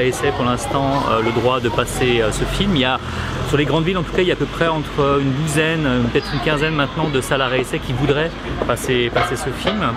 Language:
French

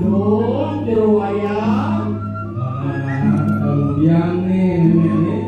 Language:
Balinese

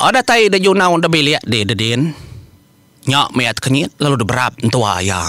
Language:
Iban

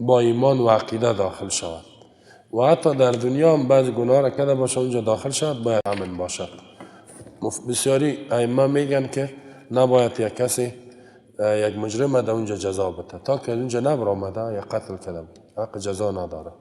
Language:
Persian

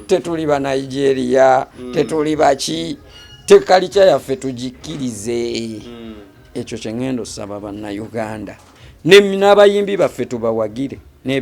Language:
Ganda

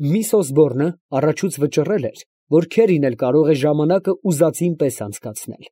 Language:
Armenian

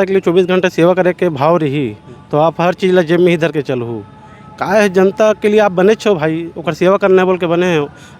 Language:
Chhattisgarhi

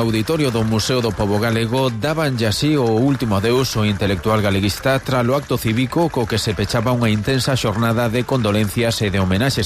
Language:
Galician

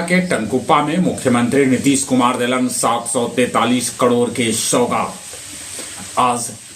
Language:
Magahi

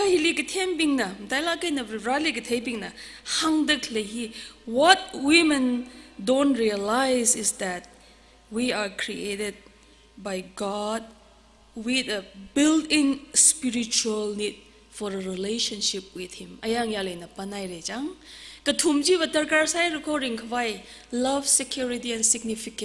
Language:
Tangkhul Naga (India)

